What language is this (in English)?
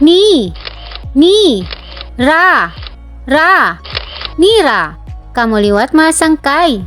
Waray